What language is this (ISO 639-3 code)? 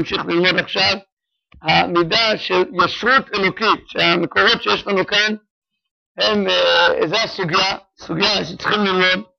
heb